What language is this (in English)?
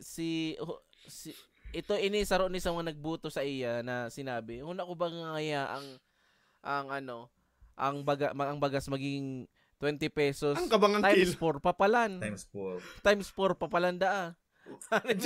Bikol